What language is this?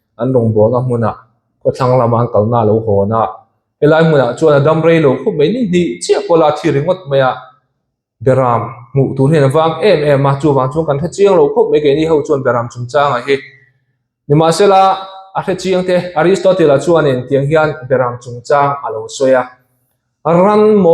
Mizo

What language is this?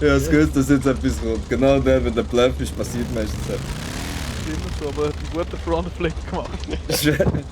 Swiss German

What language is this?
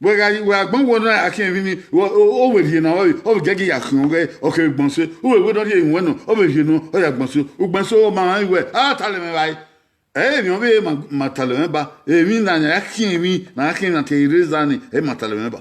Bini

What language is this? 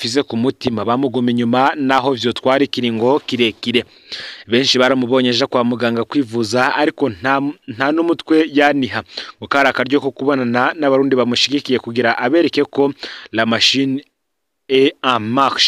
Rundi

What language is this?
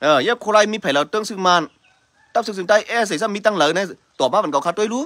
Shan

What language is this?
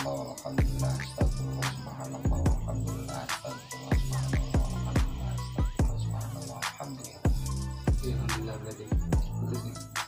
Indonesian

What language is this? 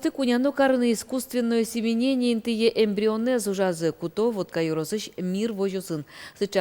Udmurt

